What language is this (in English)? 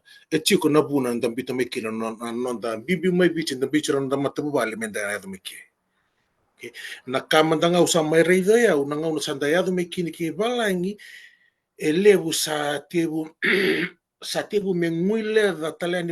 Fijian